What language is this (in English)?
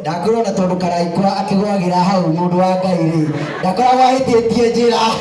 Kikuyu